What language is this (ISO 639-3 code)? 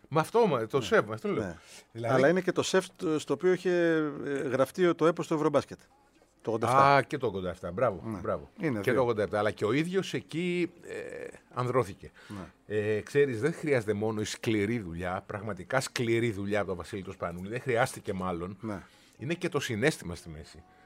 ell